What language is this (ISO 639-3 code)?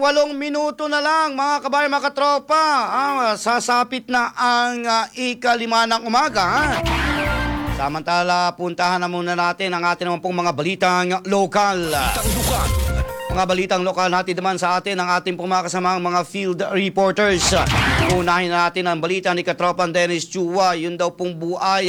fil